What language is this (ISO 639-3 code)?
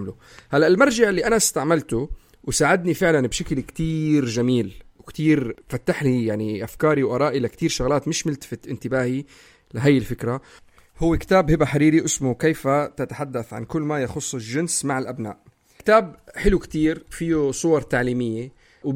apc